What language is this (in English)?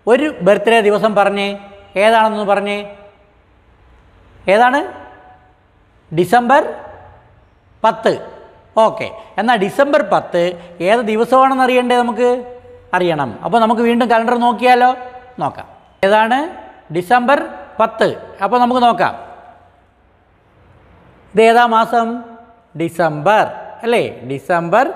Malayalam